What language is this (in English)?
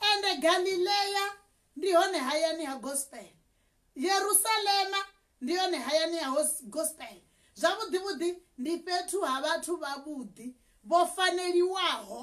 Venda